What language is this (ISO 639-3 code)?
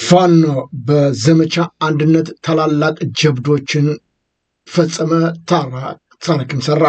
amh